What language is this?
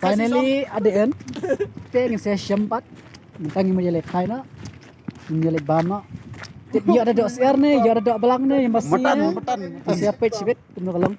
Khasi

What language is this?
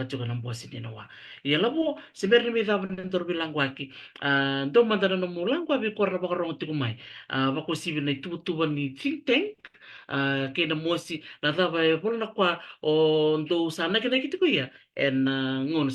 Fijian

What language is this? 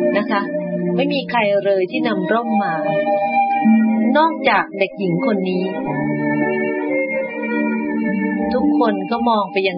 Thai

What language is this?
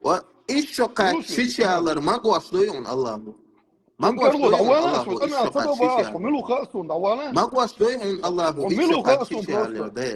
Chechen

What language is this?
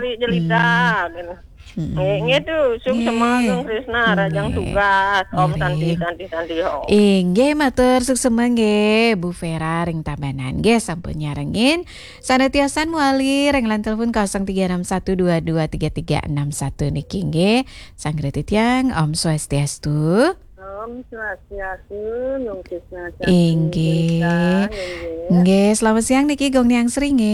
Balinese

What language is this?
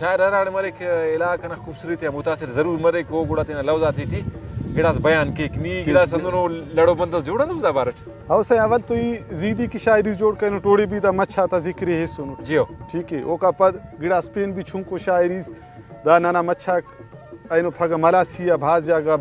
Brahui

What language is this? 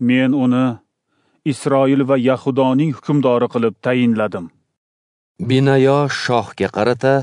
Uzbek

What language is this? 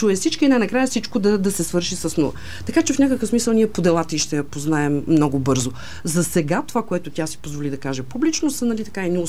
Bulgarian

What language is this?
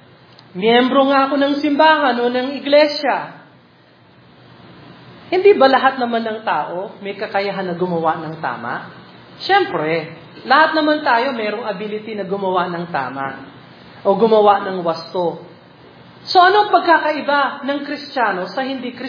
Filipino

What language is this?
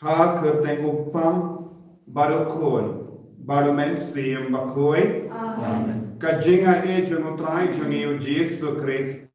Khasi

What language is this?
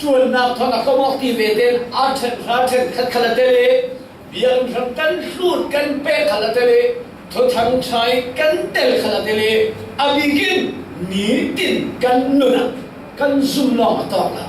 Falam Chin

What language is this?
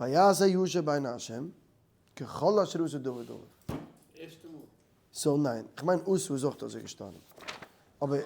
Yiddish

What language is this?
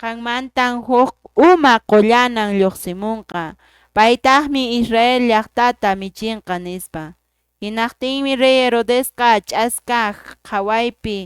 Quechua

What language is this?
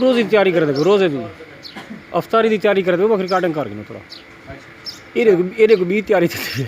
Saraiki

